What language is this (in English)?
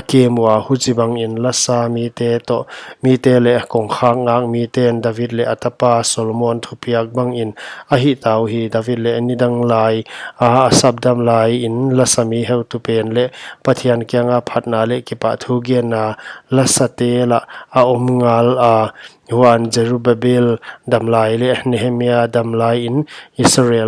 Paite Chin